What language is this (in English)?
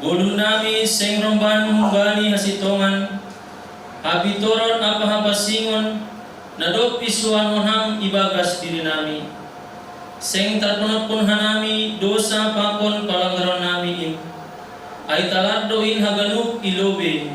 Batak Simalungun